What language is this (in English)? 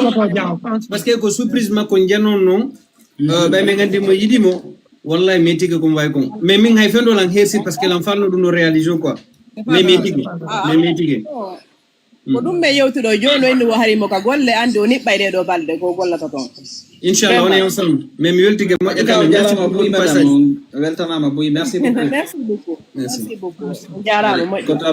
Fula